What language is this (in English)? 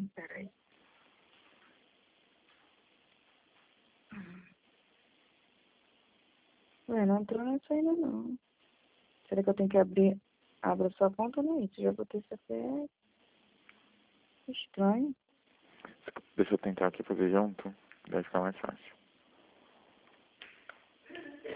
Portuguese